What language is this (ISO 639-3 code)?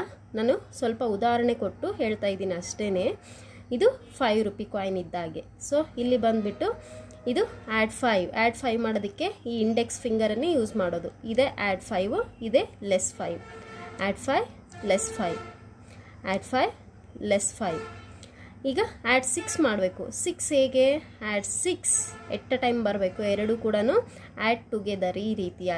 kan